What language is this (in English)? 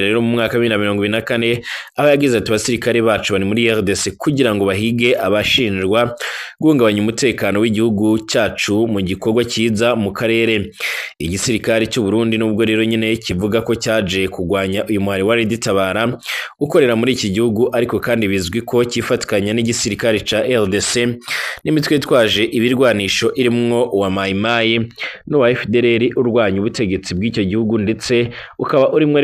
Rundi